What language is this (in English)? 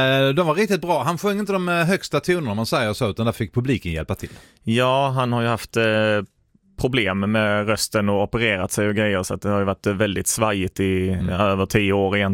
Swedish